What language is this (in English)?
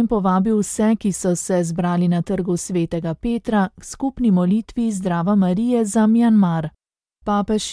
Slovenian